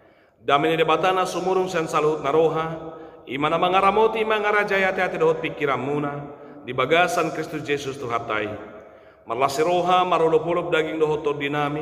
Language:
Batak Toba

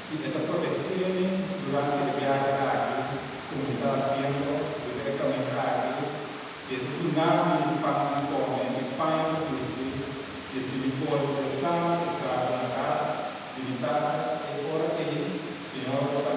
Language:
Papiamento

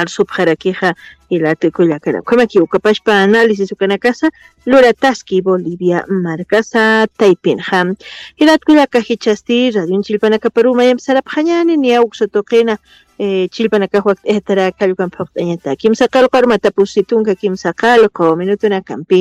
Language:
Aymara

